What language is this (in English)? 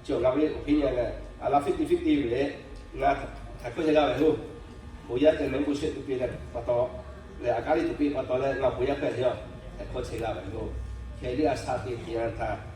Lahu